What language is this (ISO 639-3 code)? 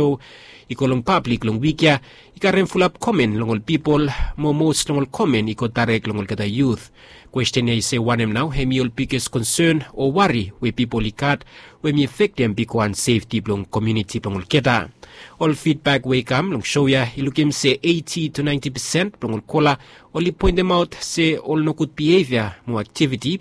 bis